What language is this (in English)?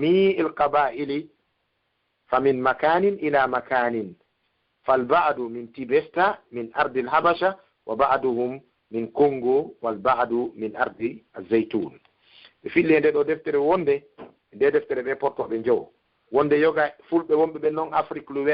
Fula